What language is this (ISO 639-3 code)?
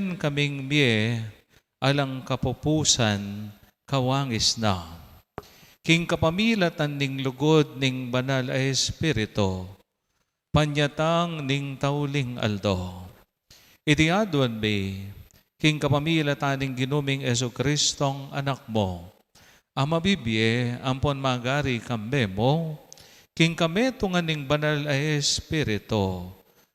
pam